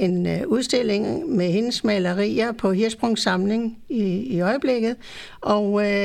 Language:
Danish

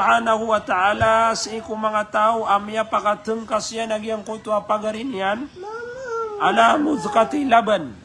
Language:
Maranao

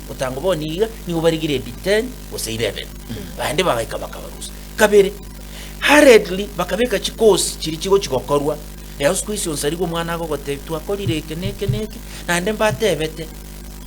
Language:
Gusii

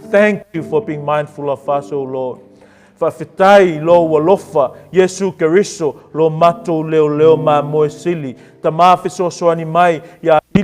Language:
Samoan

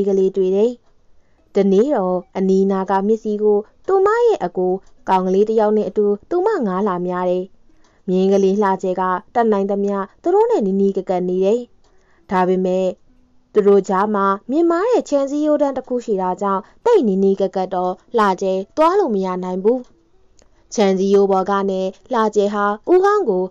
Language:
Burmese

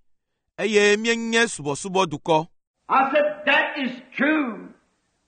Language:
Ewe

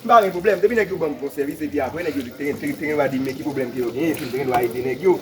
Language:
Haitian Creole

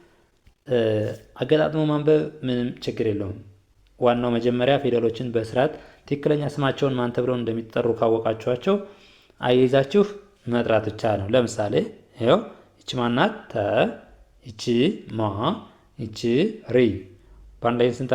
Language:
Amharic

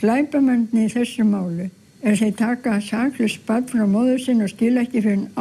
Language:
Icelandic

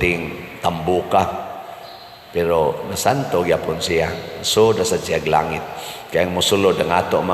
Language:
Cebuano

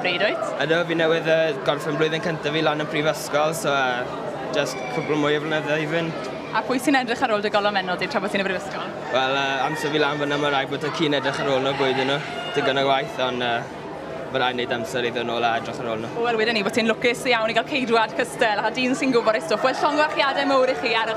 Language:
Welsh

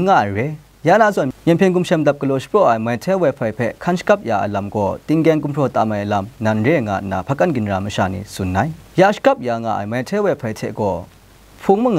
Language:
Kachin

